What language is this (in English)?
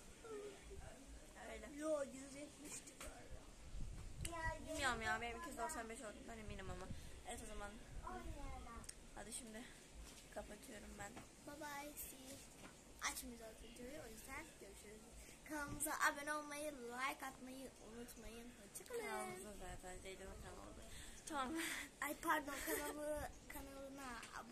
Turkish